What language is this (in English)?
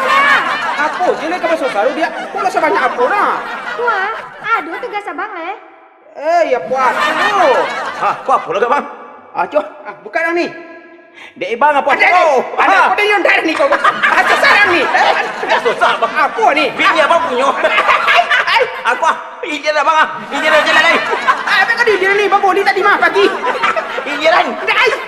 Minangkabau